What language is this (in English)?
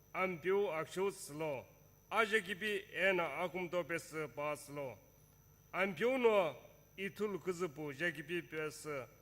Sumi Naga